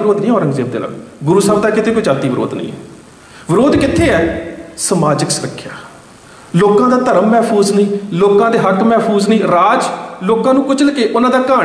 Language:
Punjabi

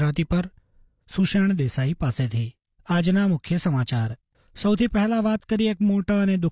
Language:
Gujarati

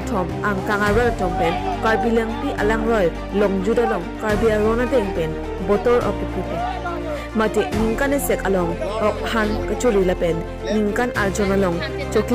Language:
Karbi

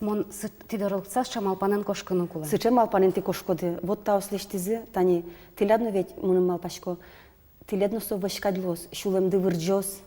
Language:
Udmurt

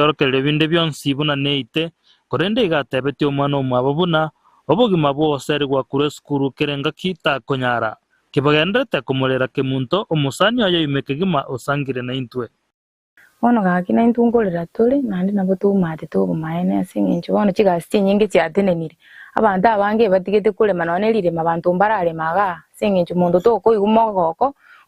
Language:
Gusii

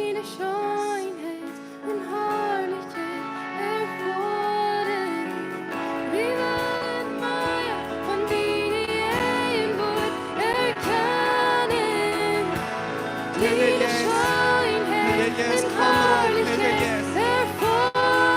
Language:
Plautdietsch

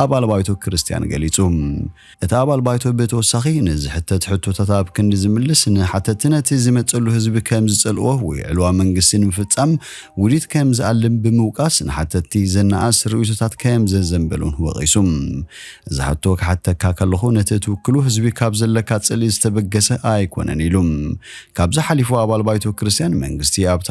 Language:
Tigrinya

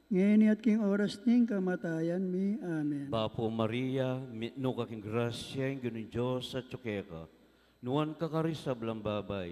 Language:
Pampanga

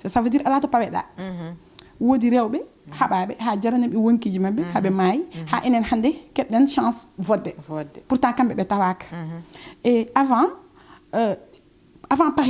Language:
Fula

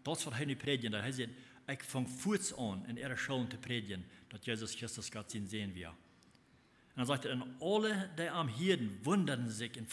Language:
Plautdietsch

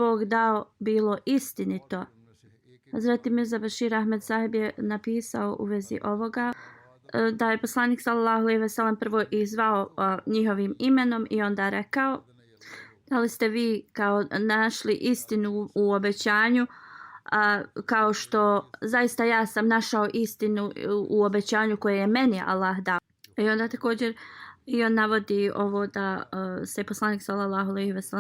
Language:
Bosnian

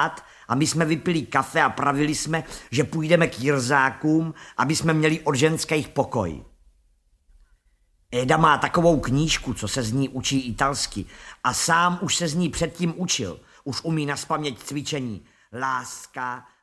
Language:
Czech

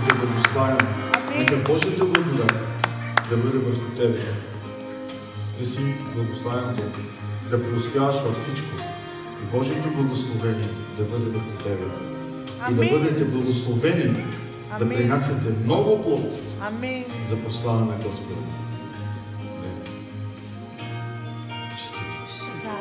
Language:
Bulgarian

